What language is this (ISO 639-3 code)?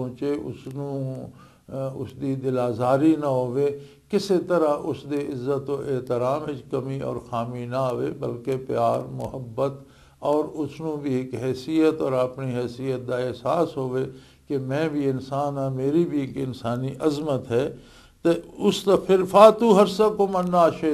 lah